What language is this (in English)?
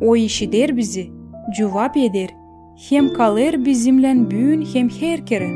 Gagauz